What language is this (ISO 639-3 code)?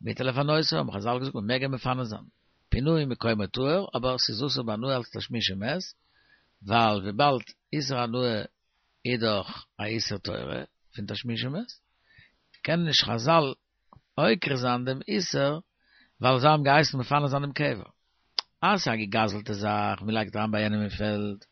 yid